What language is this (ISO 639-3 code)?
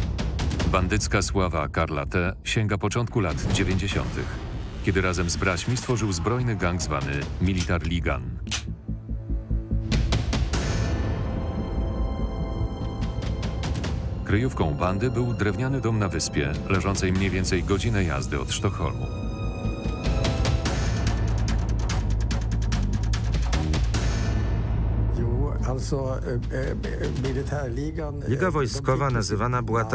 pol